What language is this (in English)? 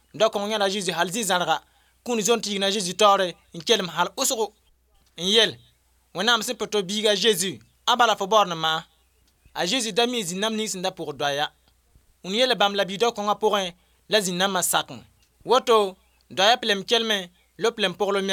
Mossi